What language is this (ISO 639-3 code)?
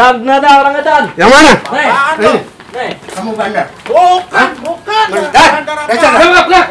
bew